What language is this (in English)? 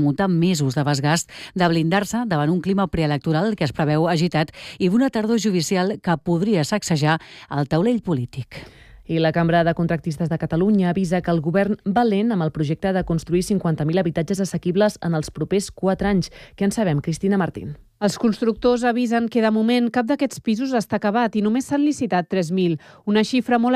Catalan